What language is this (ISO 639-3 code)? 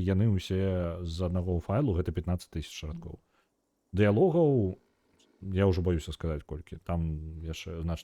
bel